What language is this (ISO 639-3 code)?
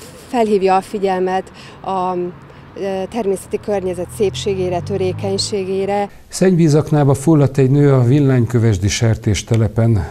hun